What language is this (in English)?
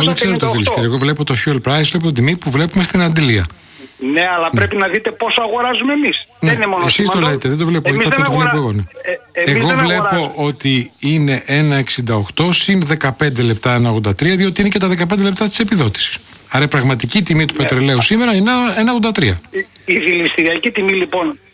Greek